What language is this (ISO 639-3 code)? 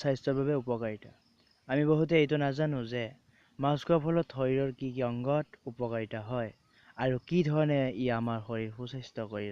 asm